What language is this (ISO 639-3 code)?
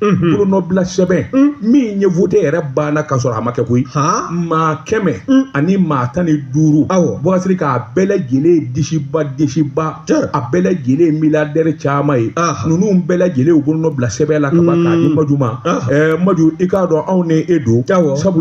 bam